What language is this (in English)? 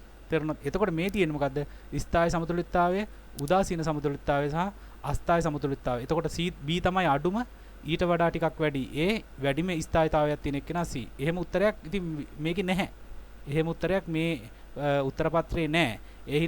Sinhala